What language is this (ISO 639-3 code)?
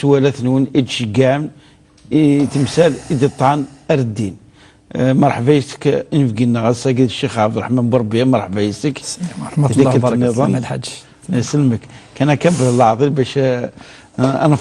kab